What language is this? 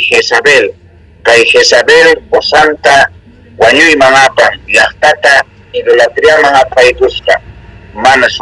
South Bolivian Quechua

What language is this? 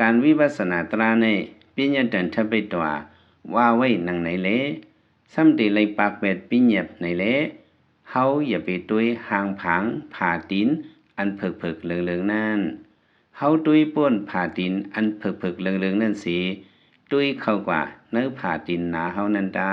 Lao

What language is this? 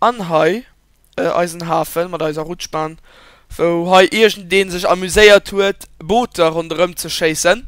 Luxembourgish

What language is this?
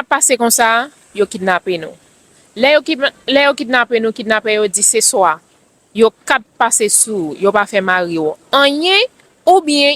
Haitian Creole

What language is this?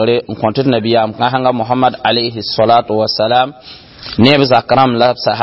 Mossi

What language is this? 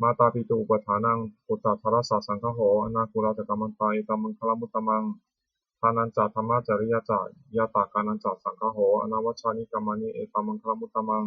Pali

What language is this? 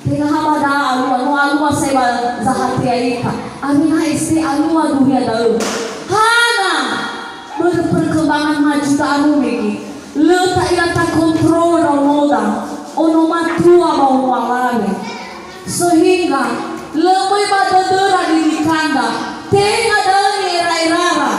Nias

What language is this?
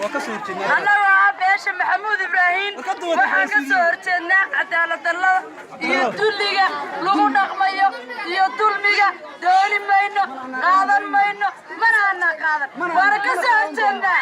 Somali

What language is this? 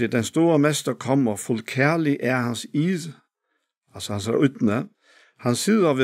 Faroese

